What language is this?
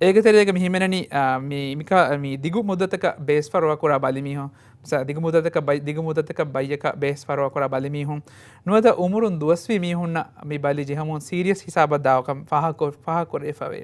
Divehi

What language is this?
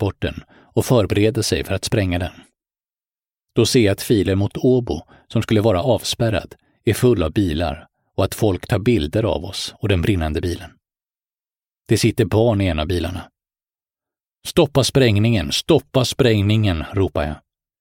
Swedish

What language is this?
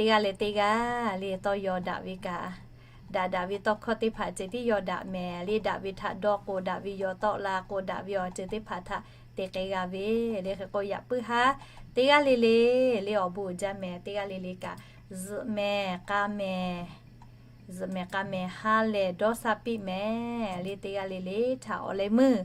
Lahu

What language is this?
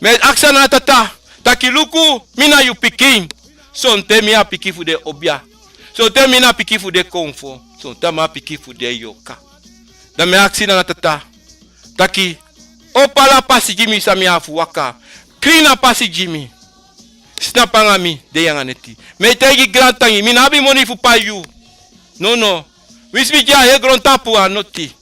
Sranan Tongo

